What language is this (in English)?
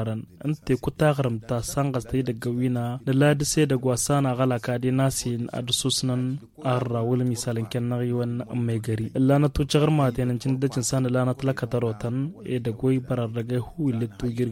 Tamasheq